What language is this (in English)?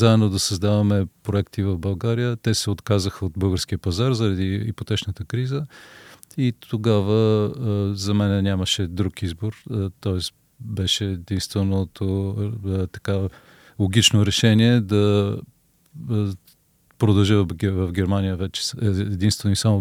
Bulgarian